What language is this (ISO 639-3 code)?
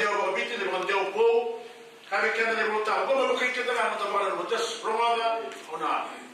fij